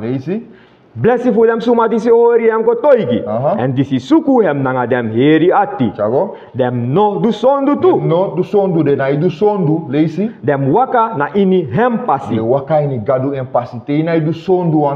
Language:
Sranan Tongo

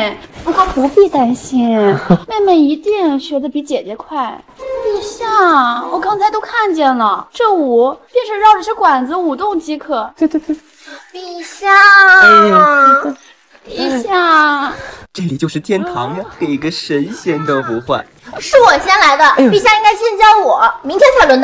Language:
Chinese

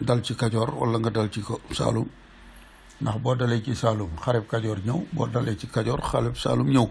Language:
Wolof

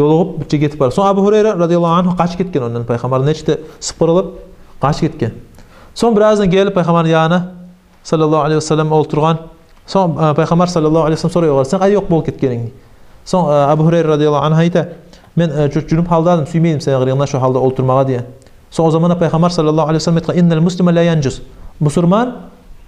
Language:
Kumyk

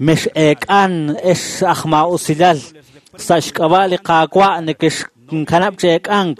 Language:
Kekchí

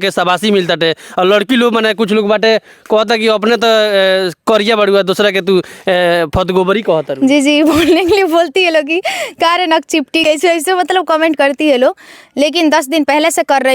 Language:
Bhojpuri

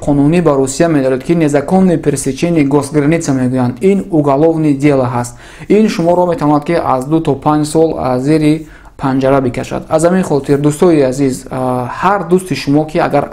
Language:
Tajik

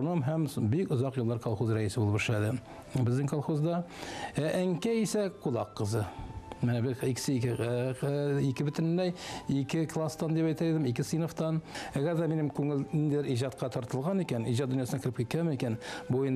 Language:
Tatar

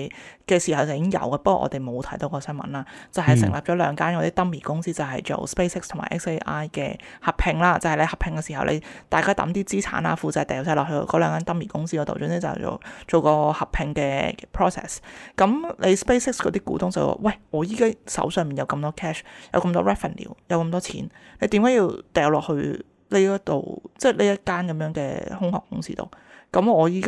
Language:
Cantonese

